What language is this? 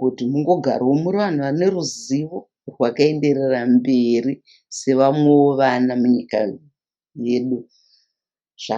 Shona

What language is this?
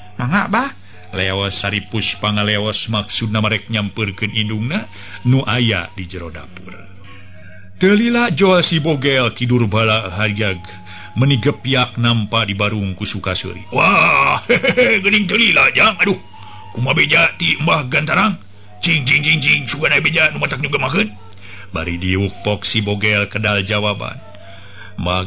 Sundanese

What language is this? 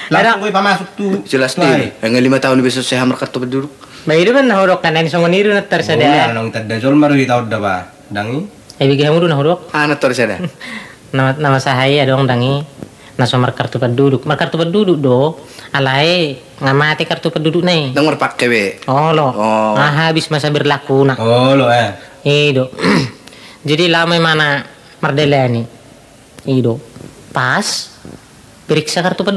Batak Toba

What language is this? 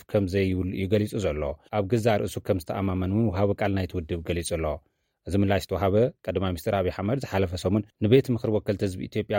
Tigrinya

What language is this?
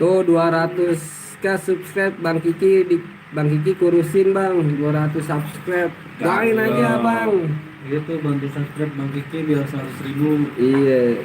Betawi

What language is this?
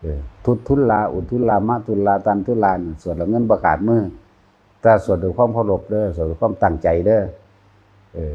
Northeastern Thai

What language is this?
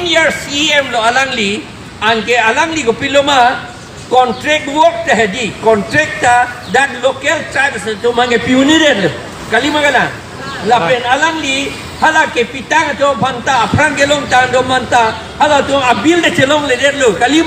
Karbi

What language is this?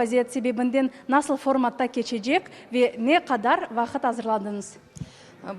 Crimean Tatar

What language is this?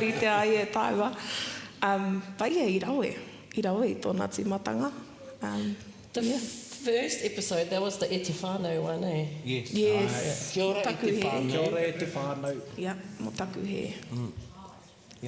Māori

